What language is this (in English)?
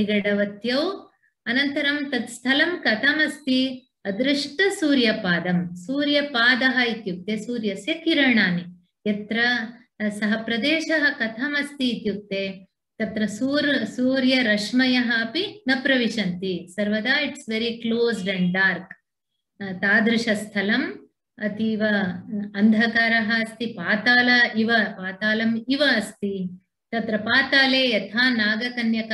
Sanskrit